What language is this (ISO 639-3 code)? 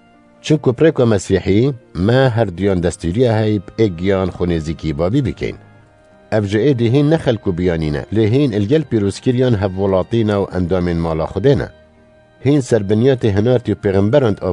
kur